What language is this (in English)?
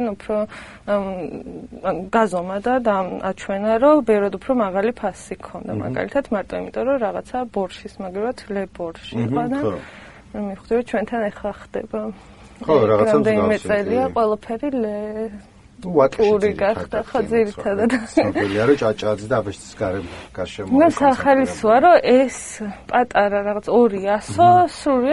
Georgian